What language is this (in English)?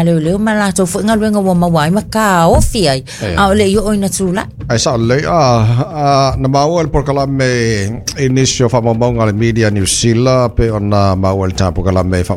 Samoan